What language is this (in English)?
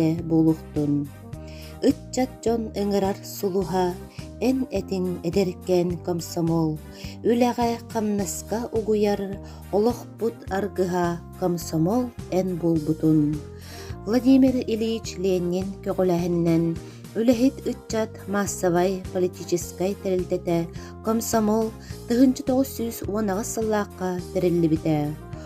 Yakut